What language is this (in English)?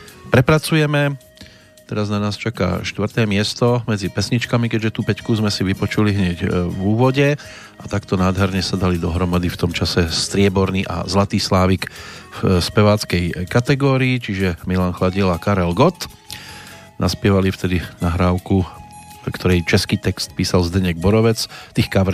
Slovak